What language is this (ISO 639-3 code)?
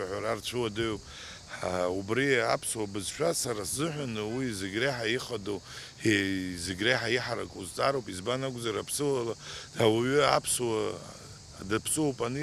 abk